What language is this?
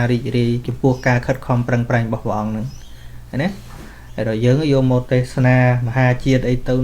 Khmer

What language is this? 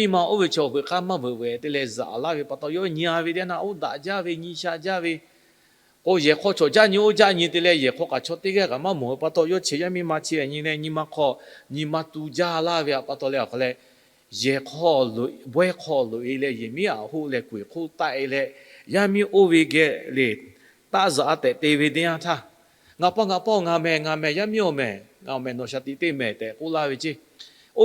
Lahu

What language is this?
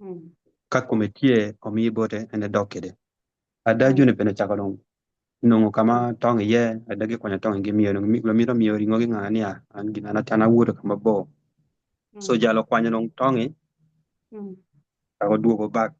Acoli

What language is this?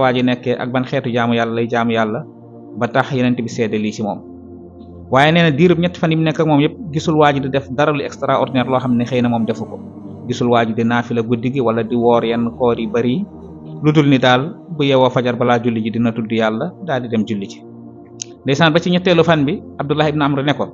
Wolof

